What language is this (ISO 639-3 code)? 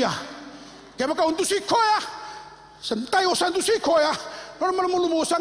fij